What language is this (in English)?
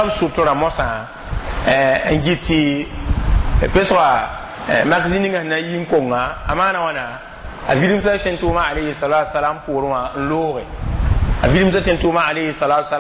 Mossi